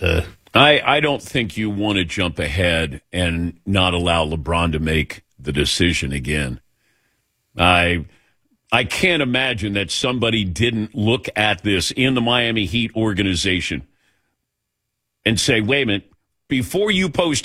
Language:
English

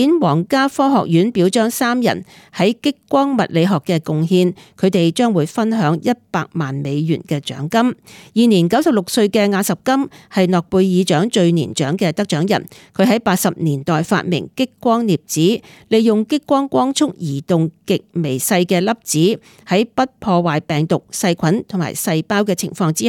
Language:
Cantonese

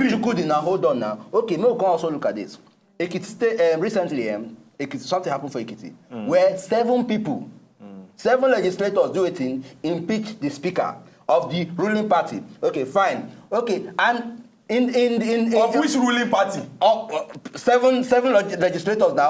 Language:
Nigerian Pidgin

